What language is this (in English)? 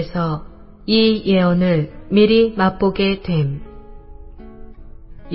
Korean